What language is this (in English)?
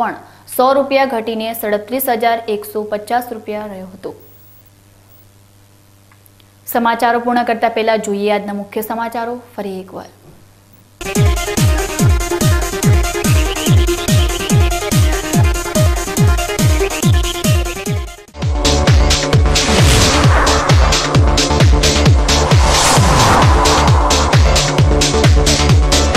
Gujarati